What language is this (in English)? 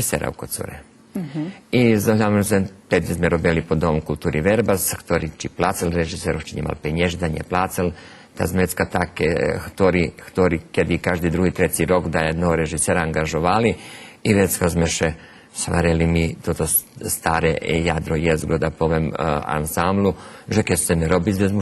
Rusyn